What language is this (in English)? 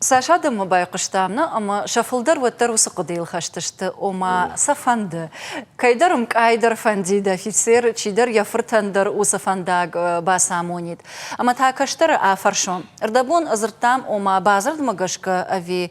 Ossetic